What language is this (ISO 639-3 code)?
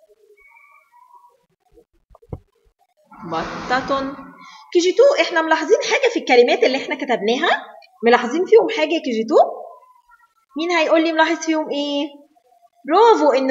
arz